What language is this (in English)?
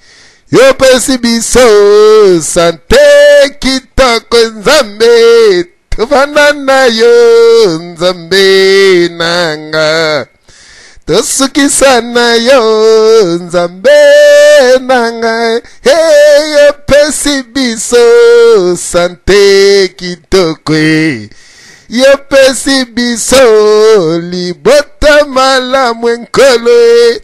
Lingala